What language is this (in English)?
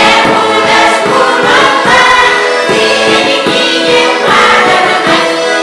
Chuvash